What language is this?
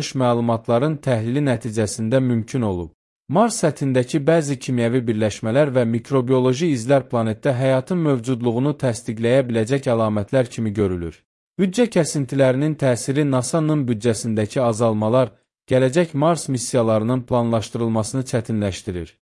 Azerbaijani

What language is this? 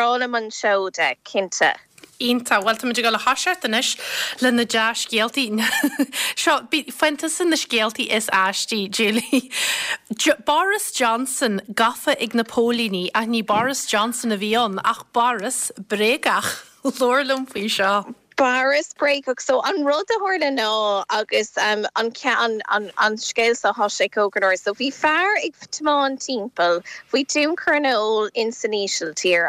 Irish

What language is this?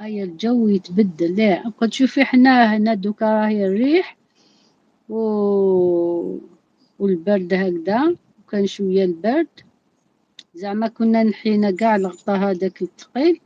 Algerian Arabic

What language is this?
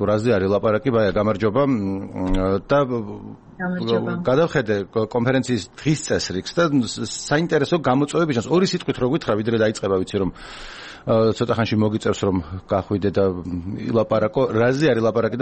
Georgian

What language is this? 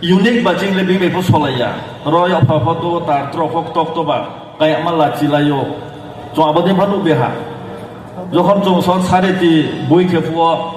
Riang (India)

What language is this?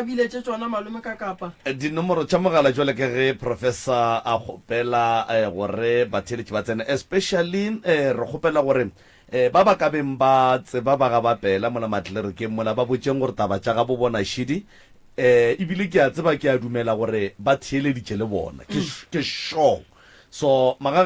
Northern Sotho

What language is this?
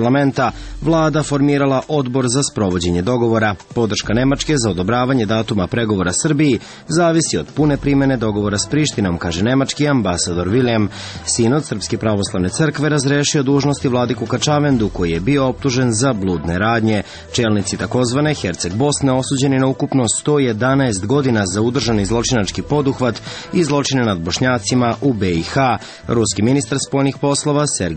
Serbian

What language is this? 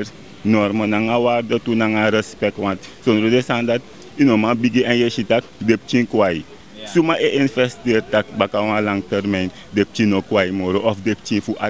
Sranan Tongo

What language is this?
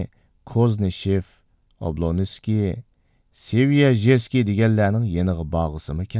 Uyghur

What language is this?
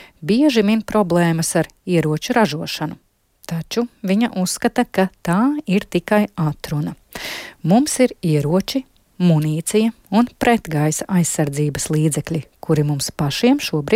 Latvian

